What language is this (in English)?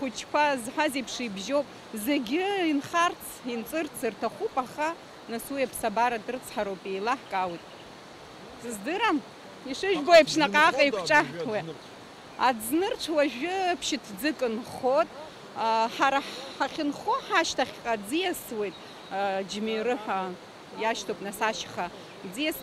Abkhazian